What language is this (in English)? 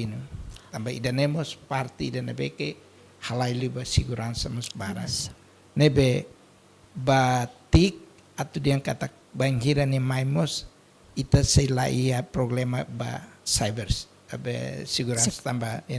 Tetum